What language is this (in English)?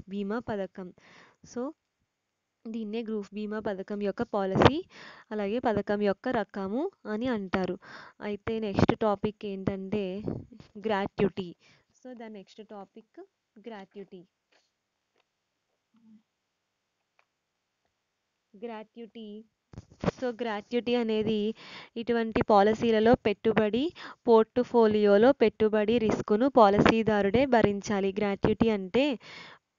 Telugu